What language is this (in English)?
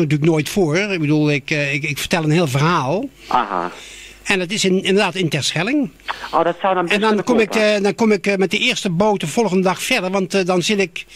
Dutch